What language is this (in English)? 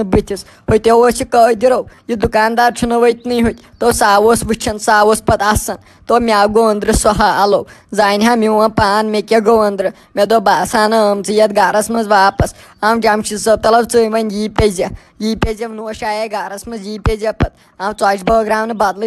Kashmiri